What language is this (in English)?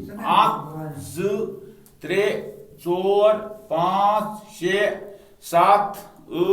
Kashmiri